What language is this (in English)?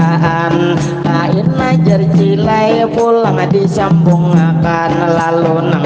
Banjar